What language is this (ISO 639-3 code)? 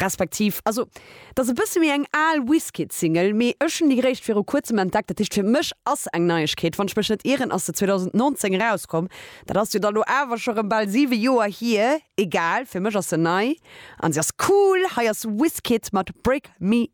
ltz